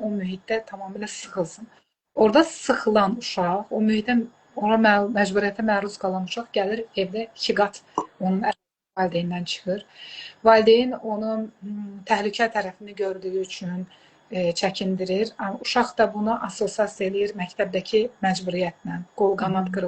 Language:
Azerbaijani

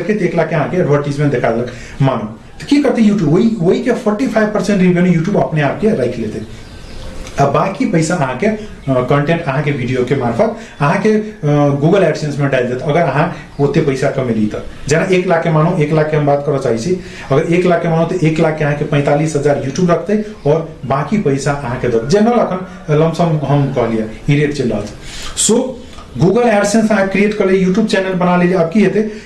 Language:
Maithili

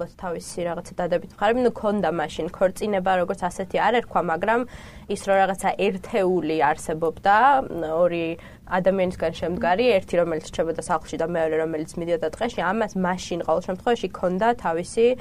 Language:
Georgian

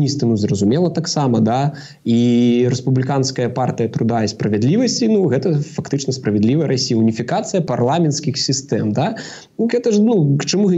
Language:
Belarusian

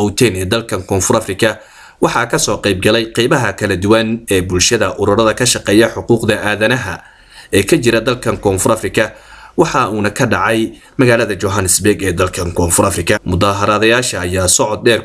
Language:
Somali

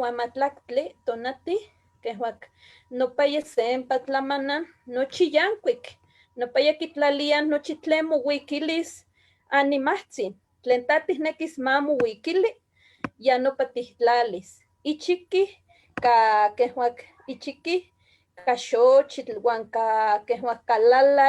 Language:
Eastern Huasteca Nahuatl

